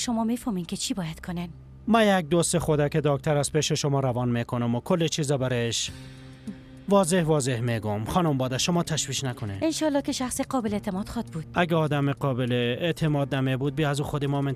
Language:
Persian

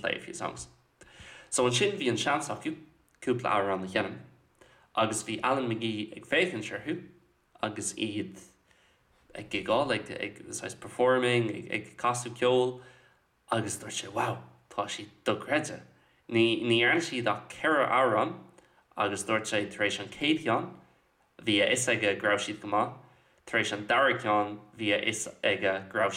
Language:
Irish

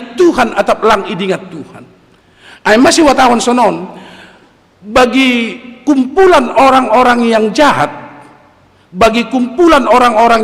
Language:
Batak Simalungun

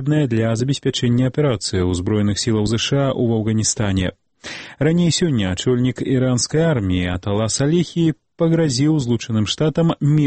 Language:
Belarusian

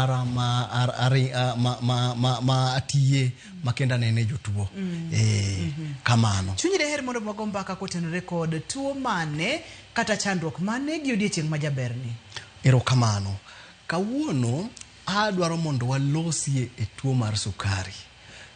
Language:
Luo (Kenya and Tanzania)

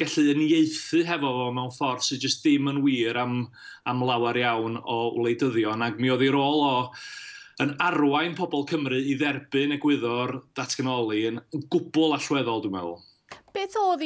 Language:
Welsh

